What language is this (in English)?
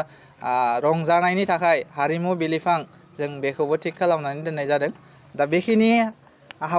Bodo